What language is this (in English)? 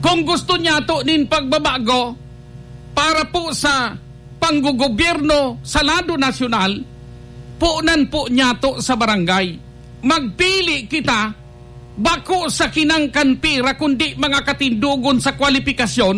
Bikol